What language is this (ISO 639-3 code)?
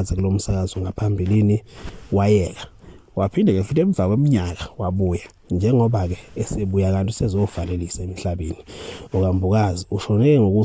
zul